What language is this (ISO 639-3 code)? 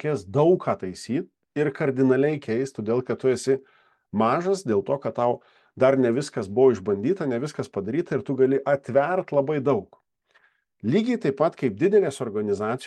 lit